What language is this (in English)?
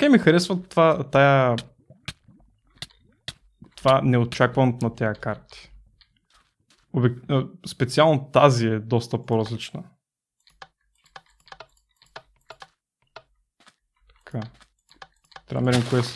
Bulgarian